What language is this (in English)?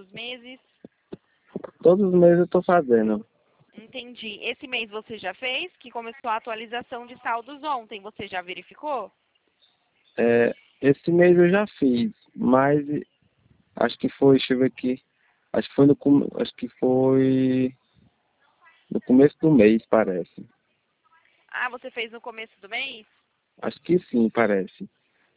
Portuguese